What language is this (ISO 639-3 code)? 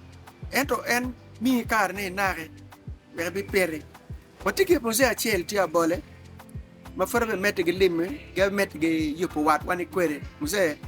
ach